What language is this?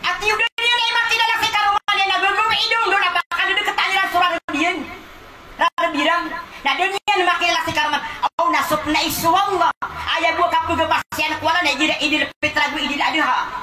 Maranao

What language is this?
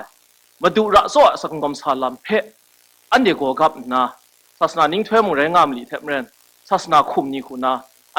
Kachin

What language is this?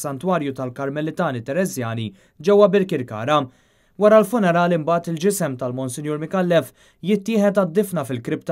Maltese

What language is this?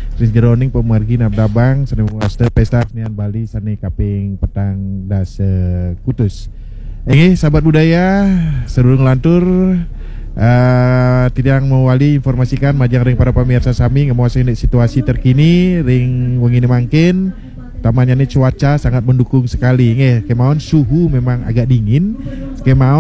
Balinese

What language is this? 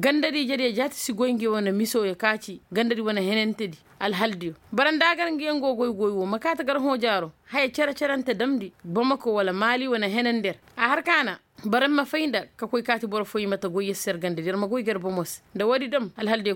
Koyraboro Senni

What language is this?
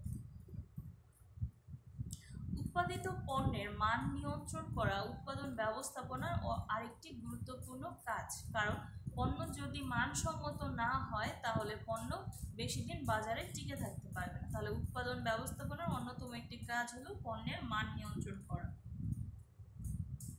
Bangla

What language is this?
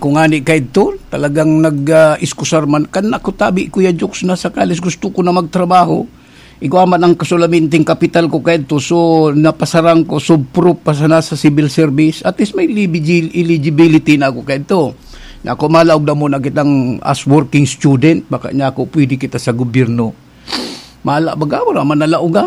Bikol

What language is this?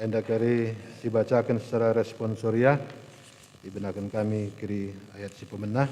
Batak Karo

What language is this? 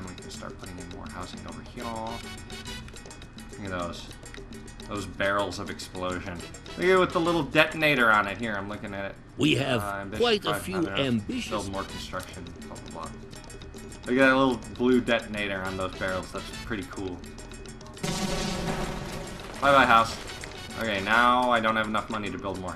English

